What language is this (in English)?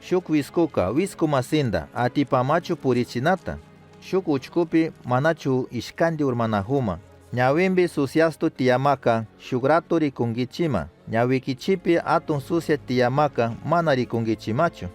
Chimborazo Highland Quichua